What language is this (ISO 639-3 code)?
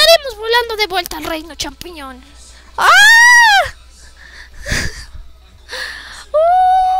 spa